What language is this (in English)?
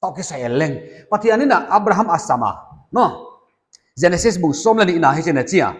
Paite Chin